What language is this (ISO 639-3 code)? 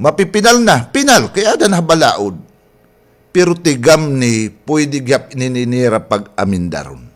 war